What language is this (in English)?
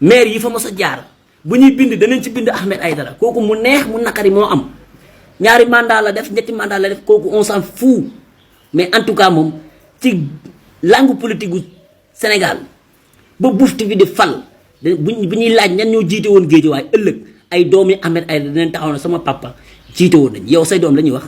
Wolof